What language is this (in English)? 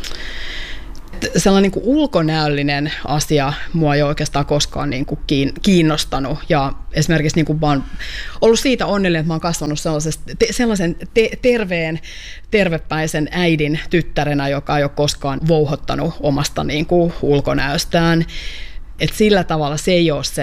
Finnish